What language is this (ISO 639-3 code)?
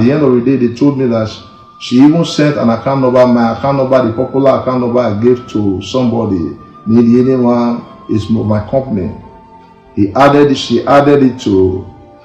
pcm